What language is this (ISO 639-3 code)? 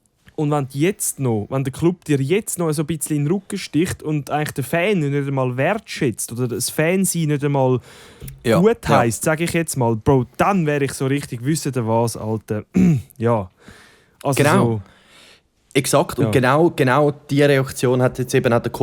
gsw